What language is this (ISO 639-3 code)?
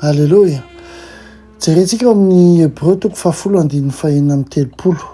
mlg